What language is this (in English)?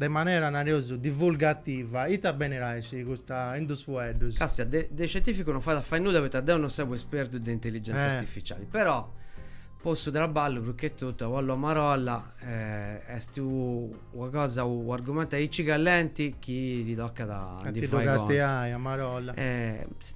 Sardinian